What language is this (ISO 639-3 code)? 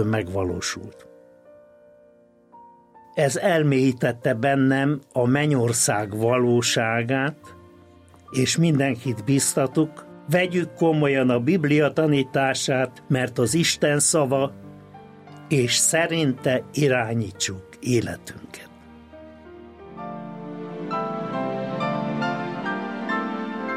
hun